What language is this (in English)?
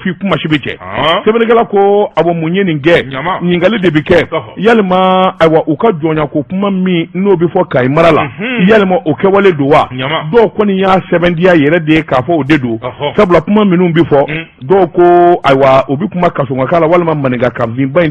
Bambara